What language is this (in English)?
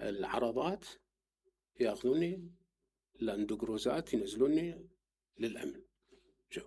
Mesopotamian Arabic